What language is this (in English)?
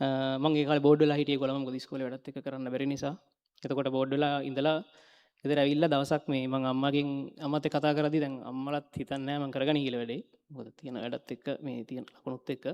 Sinhala